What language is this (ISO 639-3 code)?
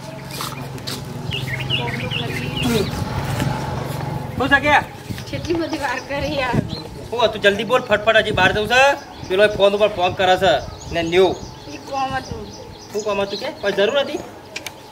guj